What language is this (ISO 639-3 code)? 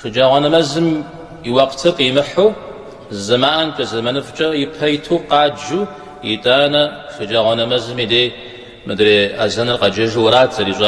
kbd